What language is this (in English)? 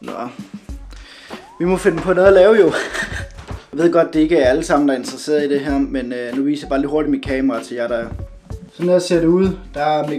Danish